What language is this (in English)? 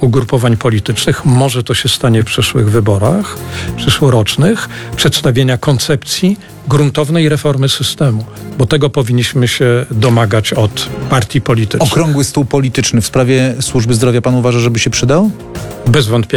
Polish